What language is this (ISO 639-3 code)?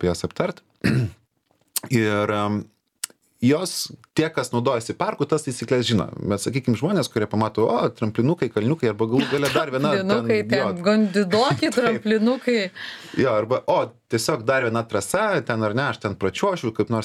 lit